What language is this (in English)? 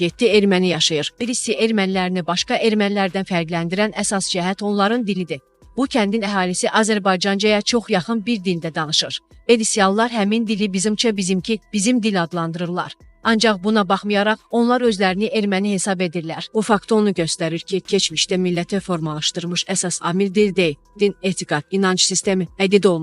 Azerbaijani